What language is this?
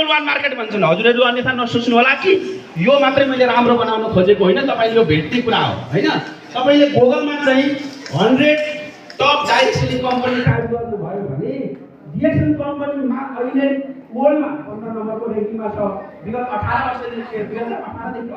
Nepali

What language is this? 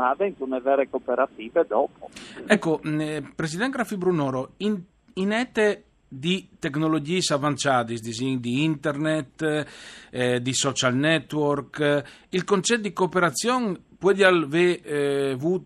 Friulian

